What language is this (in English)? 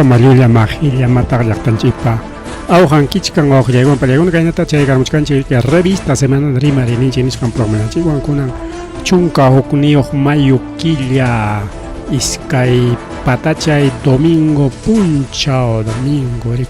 Ayacucho Quechua